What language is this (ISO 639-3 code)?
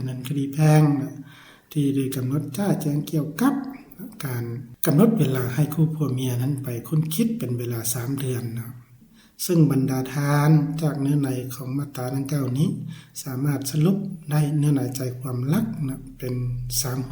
lao